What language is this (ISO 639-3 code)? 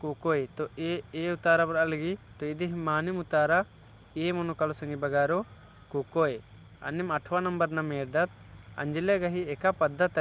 kru